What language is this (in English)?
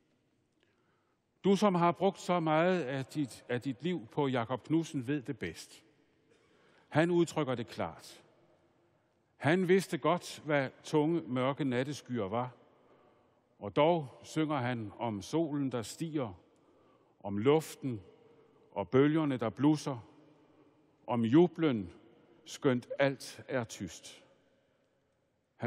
Danish